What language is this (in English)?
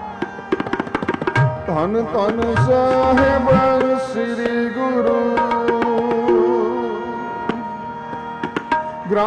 Punjabi